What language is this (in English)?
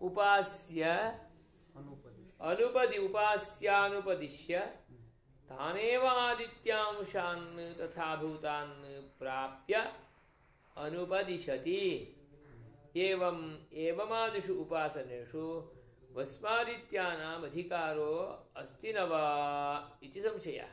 Sanskrit